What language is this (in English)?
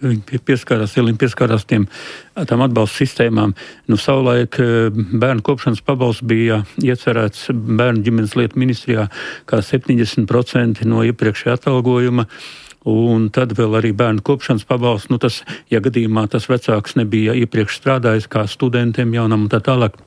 Latvian